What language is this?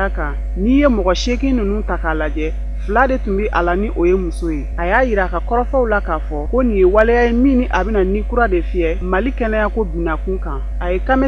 Bambara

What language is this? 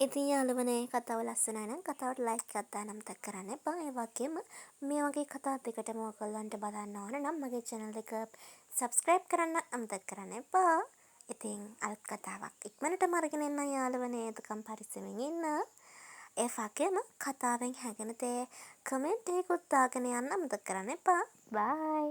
Sinhala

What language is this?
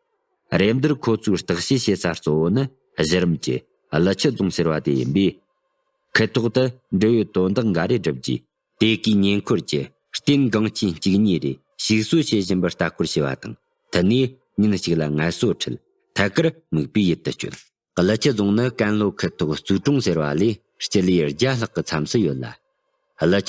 Tibetan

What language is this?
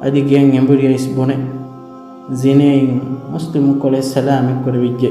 Divehi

